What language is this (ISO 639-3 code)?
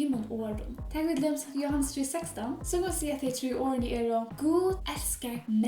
fao